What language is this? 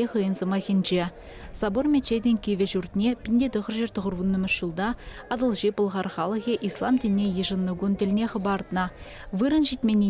Chuvash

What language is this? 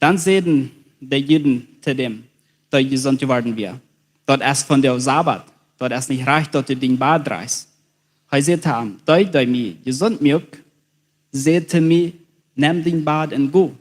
Plautdietsch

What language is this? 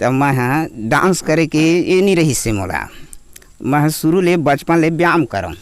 Chhattisgarhi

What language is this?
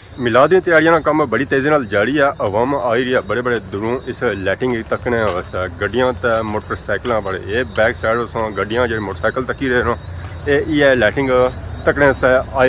Pahari-Potwari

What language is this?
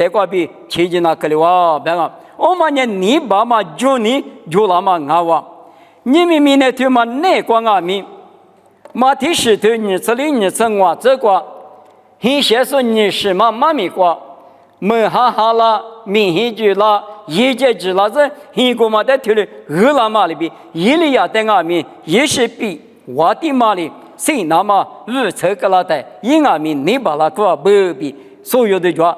Lisu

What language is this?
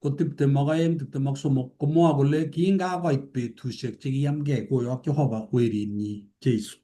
Kalenjin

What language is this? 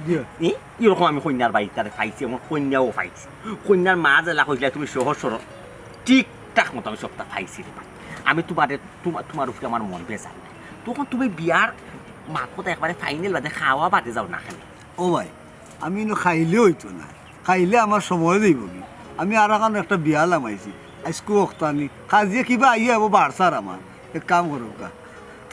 Sylheti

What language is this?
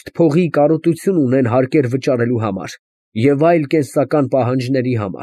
Armenian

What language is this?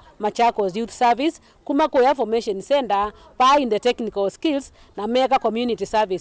Kamba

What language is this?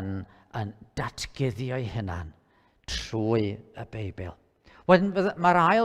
Welsh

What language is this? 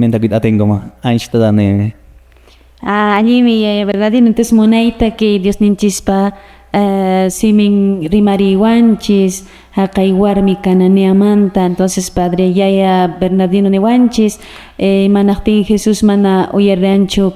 Quechua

